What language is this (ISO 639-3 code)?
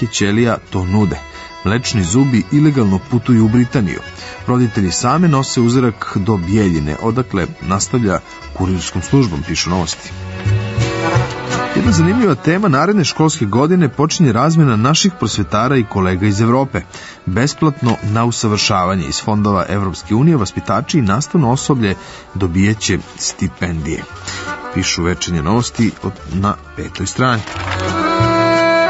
srp